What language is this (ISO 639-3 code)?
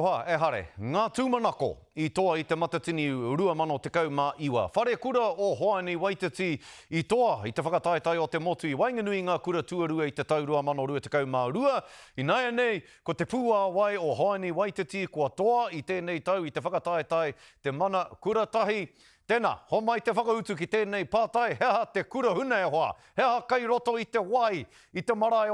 mri